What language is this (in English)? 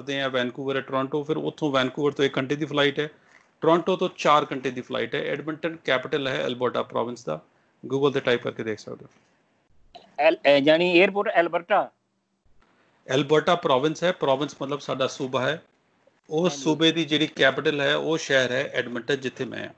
Punjabi